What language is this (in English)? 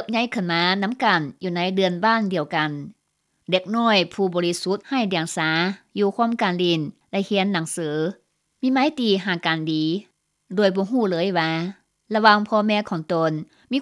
Lao